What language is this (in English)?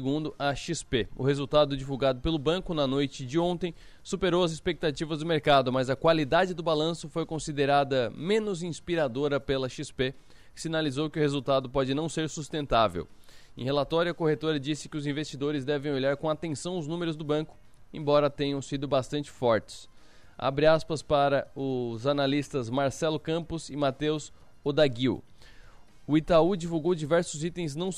Portuguese